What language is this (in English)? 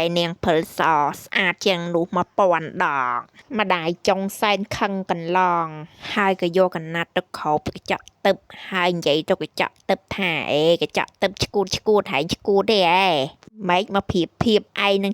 Khmer